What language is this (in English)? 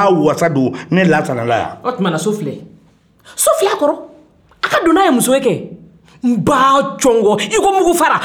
Bambara